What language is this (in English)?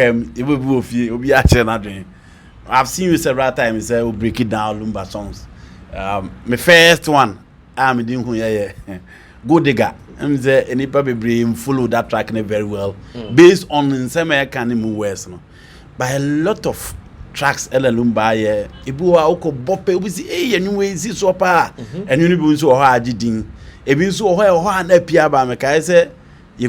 Akan